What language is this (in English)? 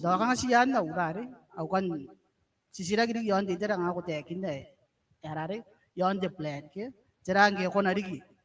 Gilbertese